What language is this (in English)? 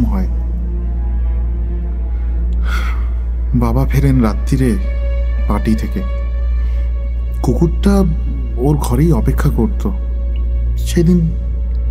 Bangla